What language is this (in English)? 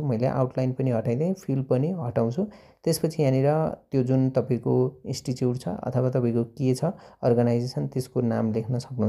Nepali